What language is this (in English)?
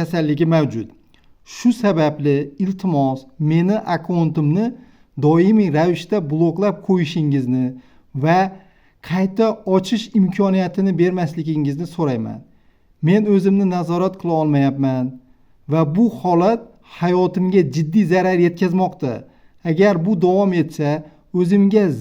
Uzbek